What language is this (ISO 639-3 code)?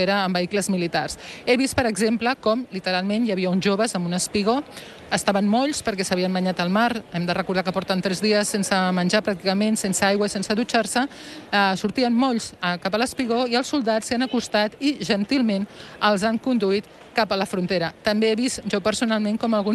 cat